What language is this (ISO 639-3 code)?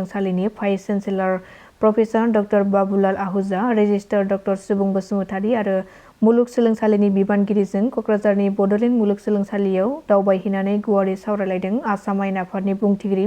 brx